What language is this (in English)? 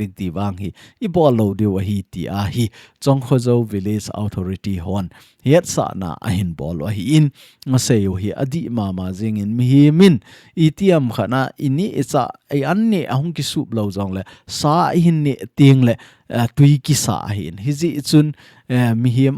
Thado Chin